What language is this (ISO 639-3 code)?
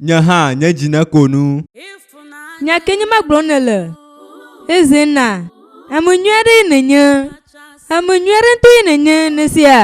ewe